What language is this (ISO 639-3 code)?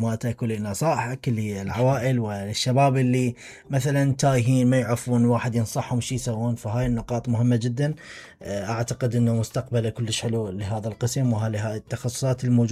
acm